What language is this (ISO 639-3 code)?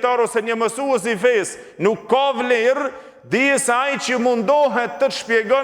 sqi